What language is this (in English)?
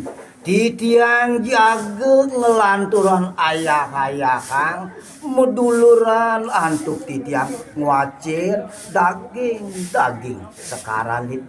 Balinese